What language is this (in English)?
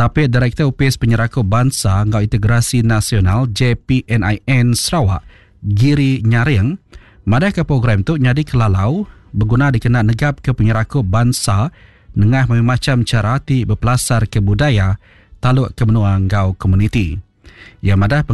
Iban